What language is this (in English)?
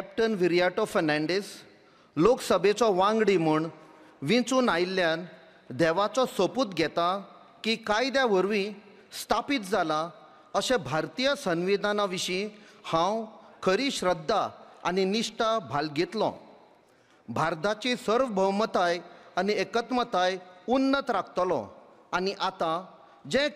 Konkani